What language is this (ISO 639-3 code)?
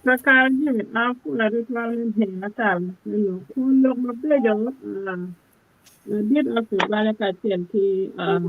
ach